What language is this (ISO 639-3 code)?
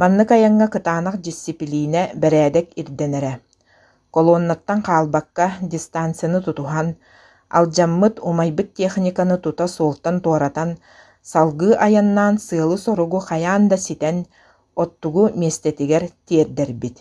sah